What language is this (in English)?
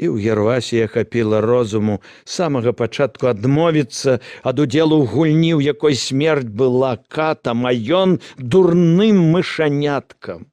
Belarusian